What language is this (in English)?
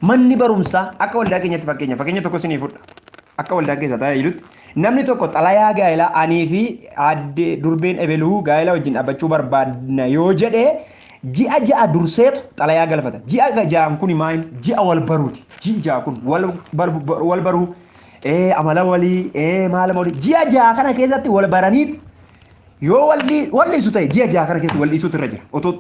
Oromo